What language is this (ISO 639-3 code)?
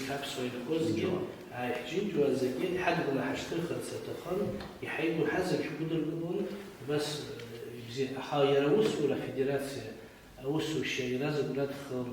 abk